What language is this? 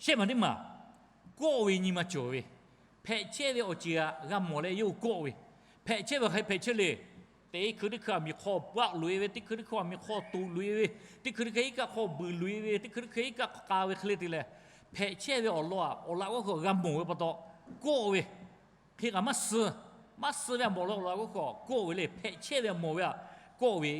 Lahu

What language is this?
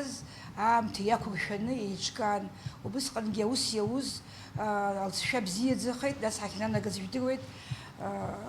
Abkhazian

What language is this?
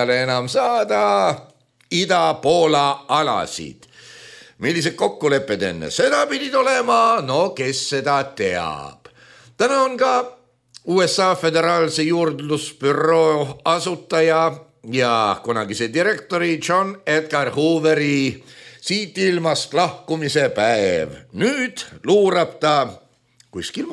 Estonian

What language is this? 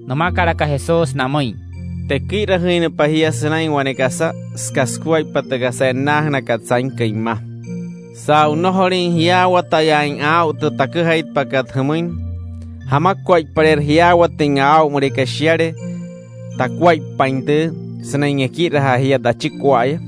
Wayuu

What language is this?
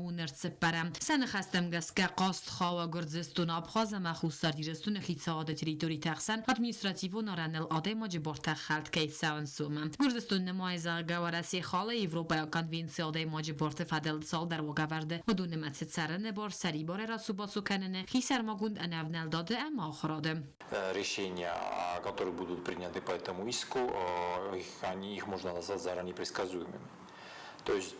Ossetic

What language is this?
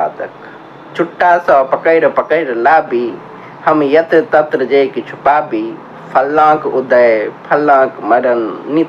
Maithili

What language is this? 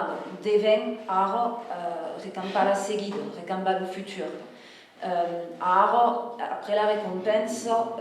Occitan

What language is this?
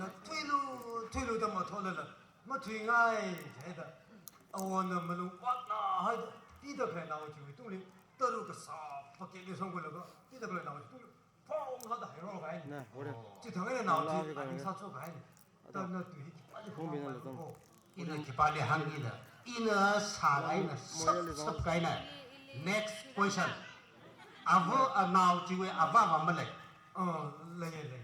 Tangkhul Naga (India)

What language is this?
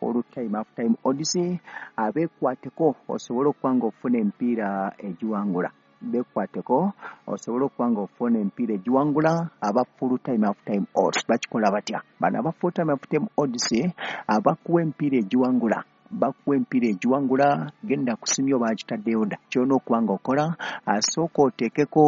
Ganda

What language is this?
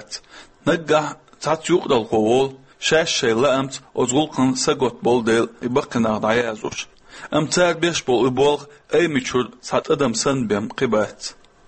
Chechen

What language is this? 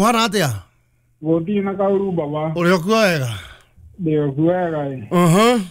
Kikuyu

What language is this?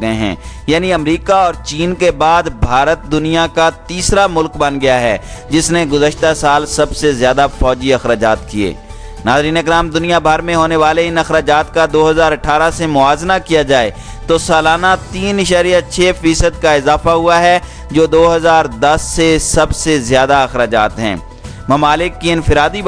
Urdu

